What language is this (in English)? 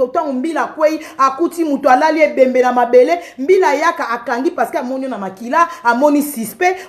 Lingala